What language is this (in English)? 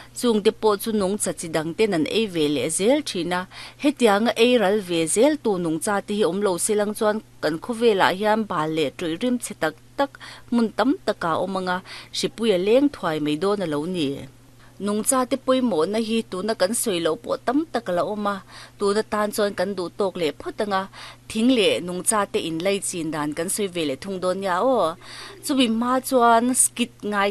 Mizo